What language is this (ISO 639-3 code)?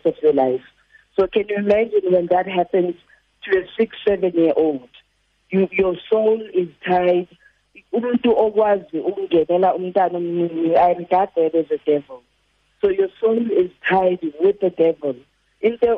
xho